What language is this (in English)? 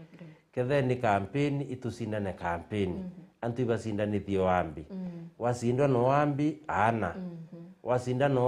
Meru